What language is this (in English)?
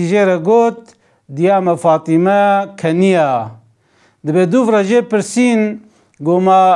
Kurdish